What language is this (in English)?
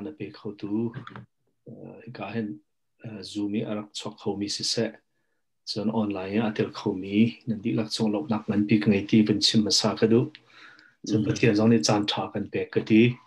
Hakha Chin